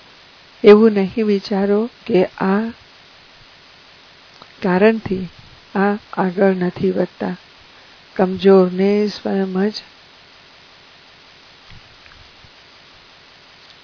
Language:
Gujarati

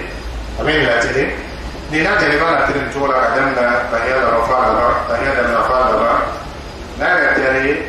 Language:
Dyula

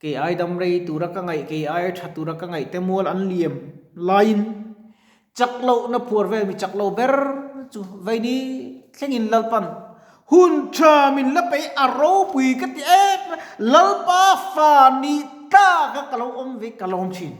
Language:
Mizo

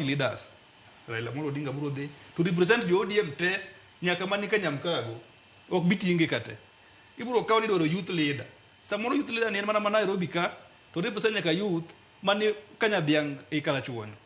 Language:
Luo (Kenya and Tanzania)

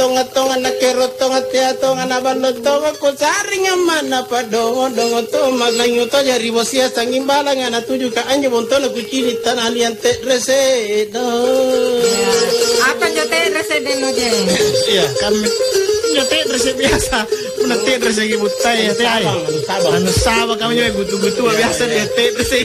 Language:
Makasar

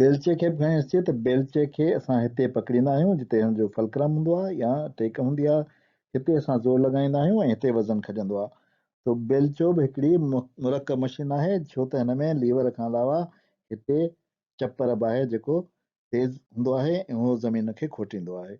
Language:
Sindhi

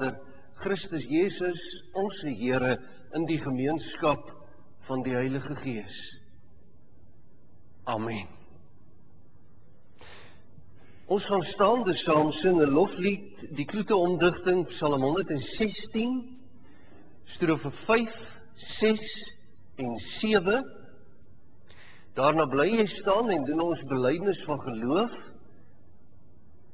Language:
Afrikaans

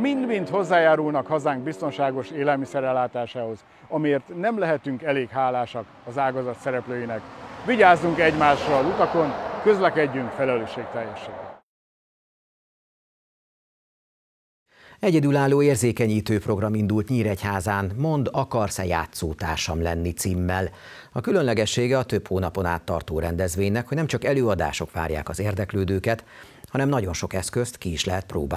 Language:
Hungarian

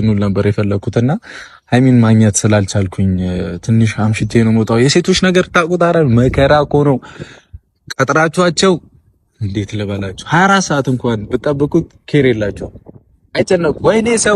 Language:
Amharic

